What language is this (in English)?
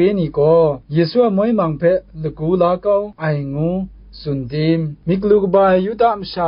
Kachin